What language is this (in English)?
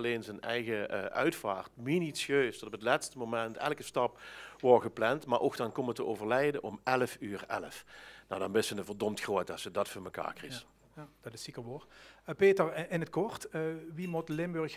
Limburgish